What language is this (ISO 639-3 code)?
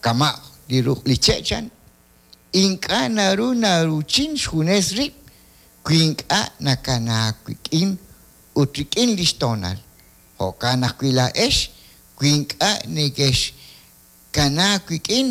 kek